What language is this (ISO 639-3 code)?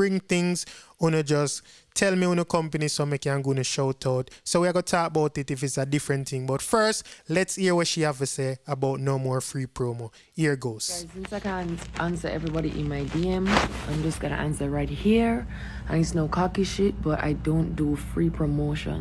jam